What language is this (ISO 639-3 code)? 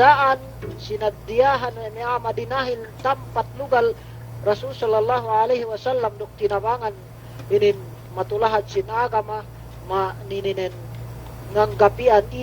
yka